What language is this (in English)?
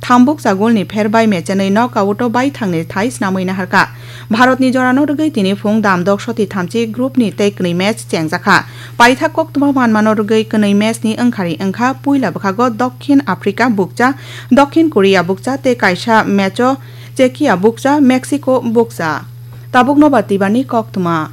Kok Borok